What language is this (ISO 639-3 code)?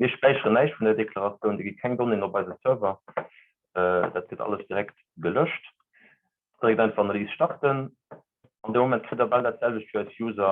ltz